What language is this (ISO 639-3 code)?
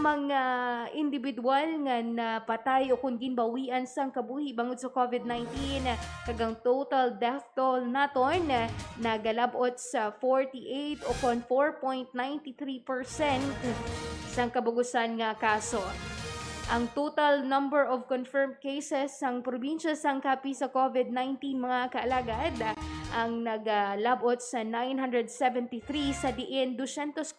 hil